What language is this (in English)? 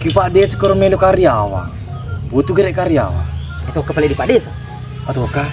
Buginese